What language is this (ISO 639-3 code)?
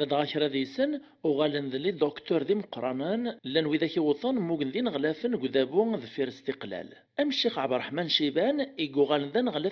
kab